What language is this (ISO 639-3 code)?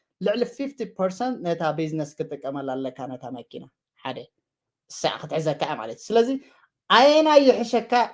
tir